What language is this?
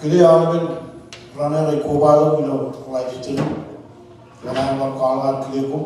Marshallese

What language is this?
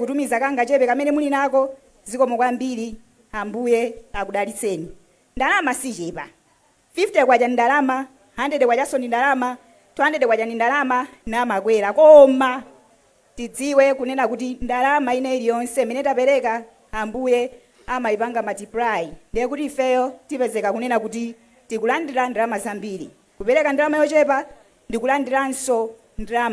Nyanja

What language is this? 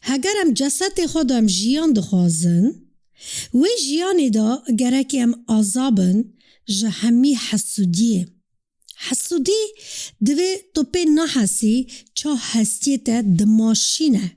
Kurdish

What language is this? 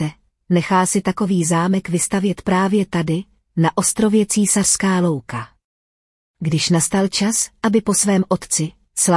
Czech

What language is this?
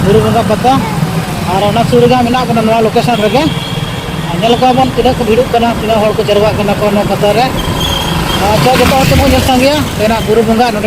Santali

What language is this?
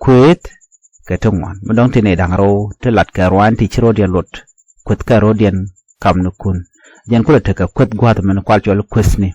Nuer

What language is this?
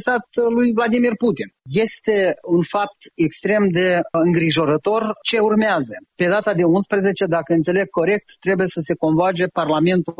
Romanian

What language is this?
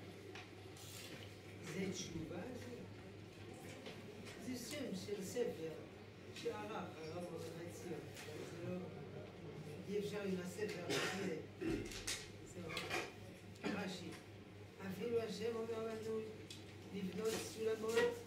Hebrew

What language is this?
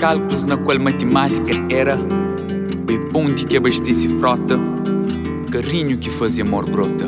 Kabuverdianu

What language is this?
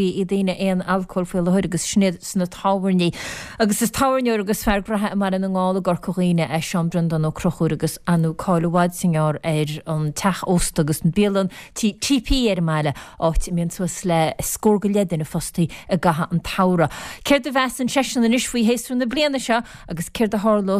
Irish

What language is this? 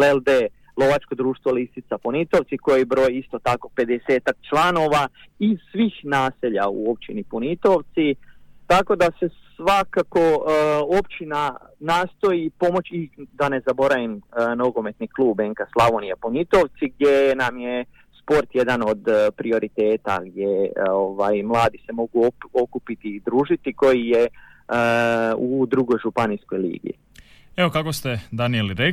Croatian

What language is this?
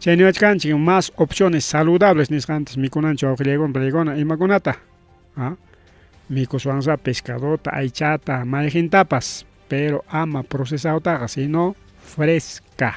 Ayacucho Quechua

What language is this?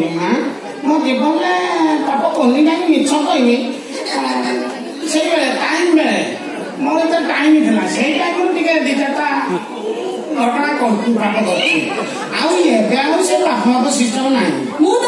Odia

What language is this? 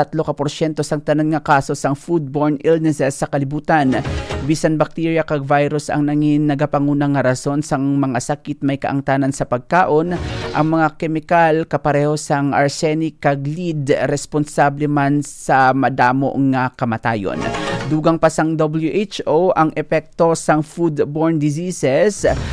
Hiligaynon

